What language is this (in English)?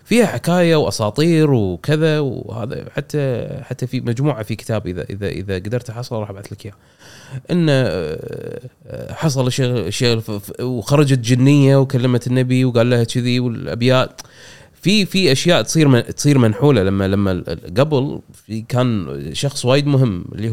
Gulf Arabic